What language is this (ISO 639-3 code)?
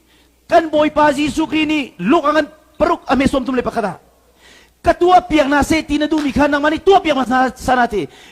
cnh